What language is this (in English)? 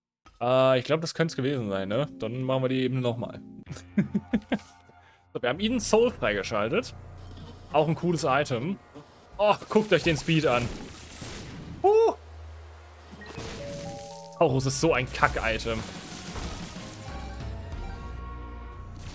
German